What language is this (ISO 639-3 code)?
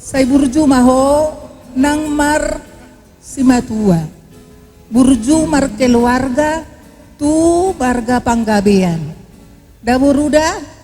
bbc